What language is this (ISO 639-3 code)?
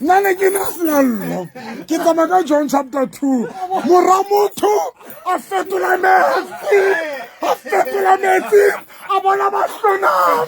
sot